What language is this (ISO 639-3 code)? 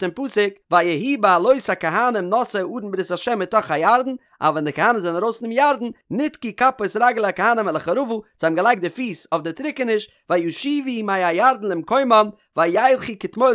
yid